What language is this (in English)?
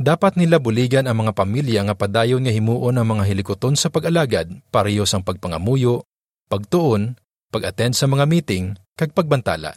Hiligaynon